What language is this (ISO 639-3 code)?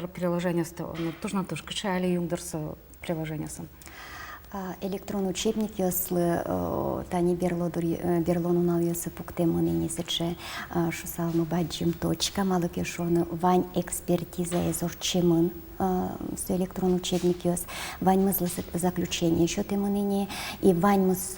udm